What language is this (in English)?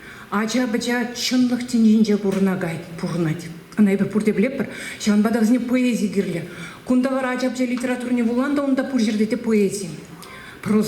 Chuvash